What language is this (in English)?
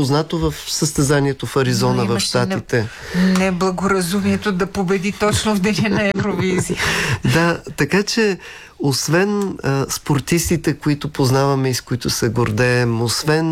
Bulgarian